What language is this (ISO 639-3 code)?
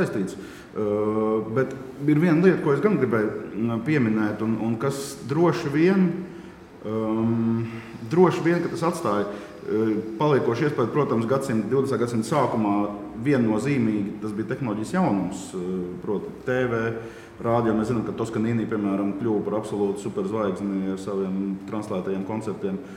lav